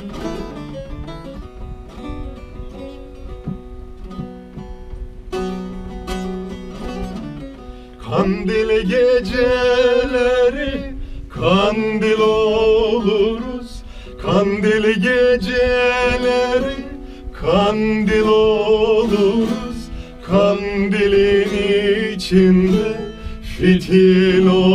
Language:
Turkish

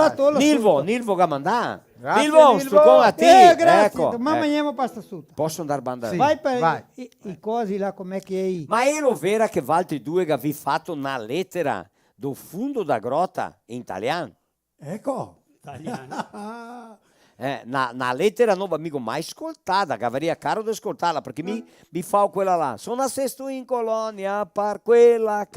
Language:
Venetian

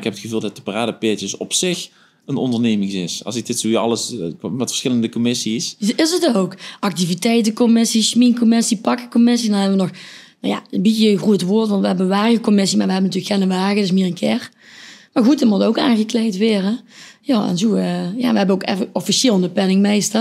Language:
Limburgish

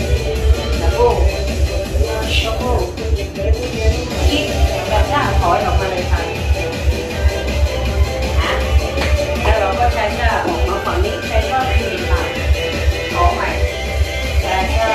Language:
Thai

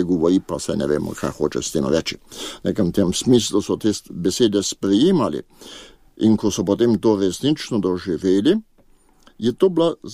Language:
Slovenian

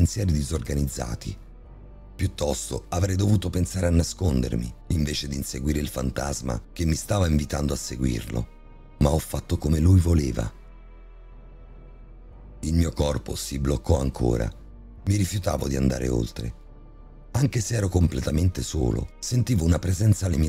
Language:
Italian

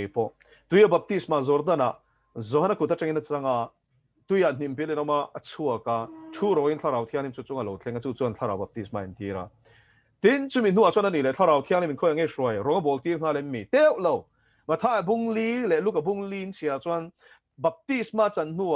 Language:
Mizo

